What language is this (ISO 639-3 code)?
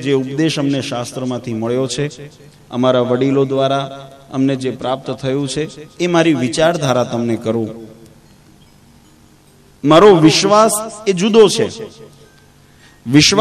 guj